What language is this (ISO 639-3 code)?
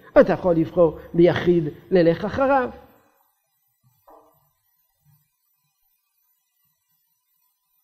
heb